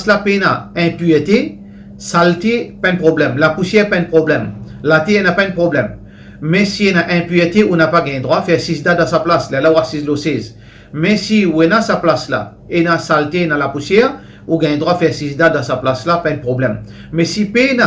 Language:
Morisyen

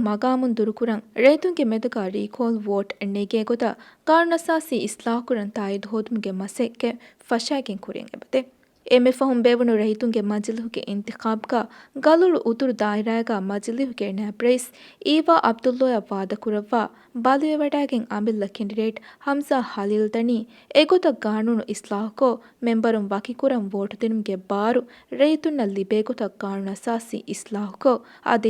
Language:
Divehi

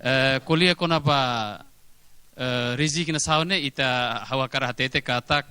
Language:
Tetum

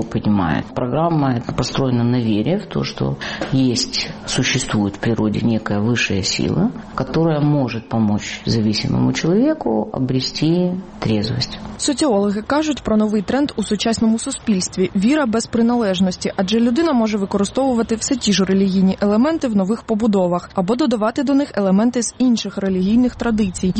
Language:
Ukrainian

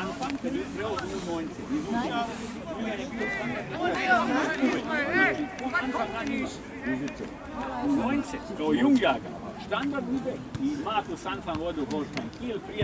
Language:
Croatian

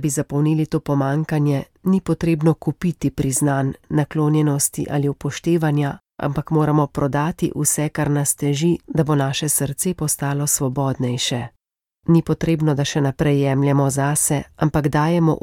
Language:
Slovenian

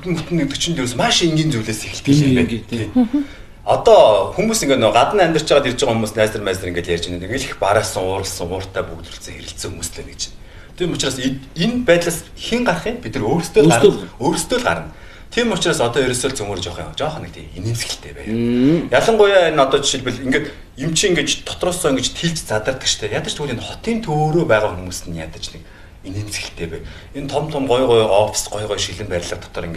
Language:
Mongolian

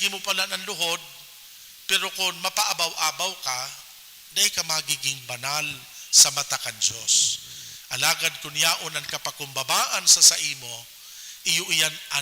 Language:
Bikol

